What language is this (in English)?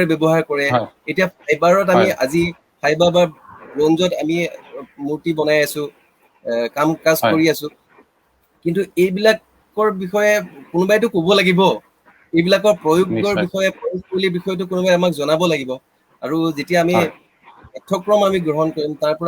Assamese